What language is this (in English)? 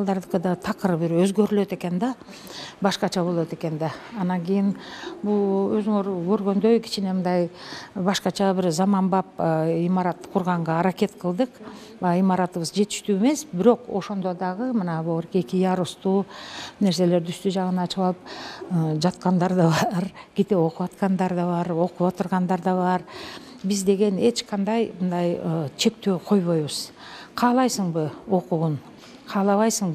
Kyrgyz